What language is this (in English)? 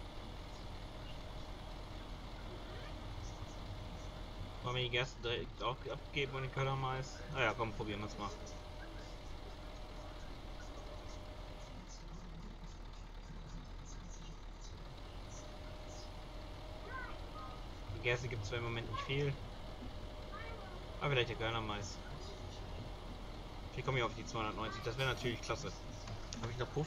German